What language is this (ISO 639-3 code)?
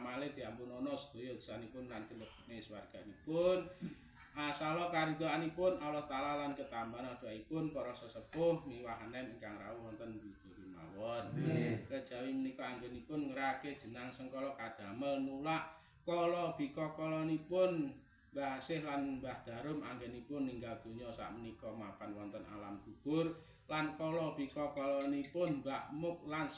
jav